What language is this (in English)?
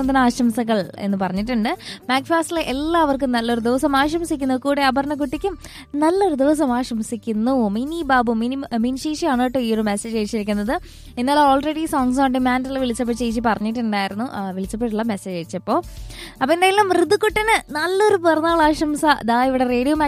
Malayalam